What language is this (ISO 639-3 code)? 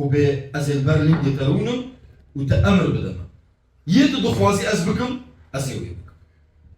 kur